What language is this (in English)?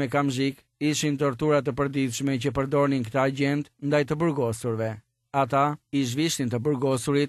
Albanian